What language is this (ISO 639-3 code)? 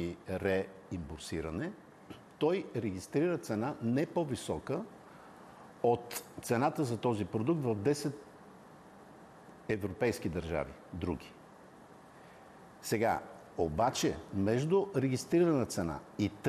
bul